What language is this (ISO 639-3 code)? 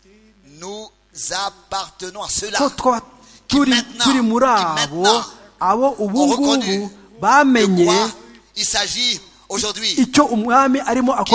kin